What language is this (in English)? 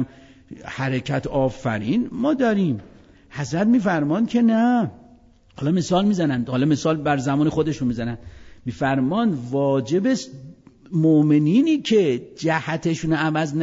Persian